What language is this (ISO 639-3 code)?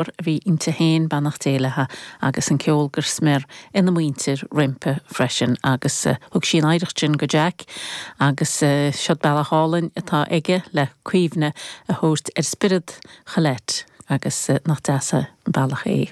gle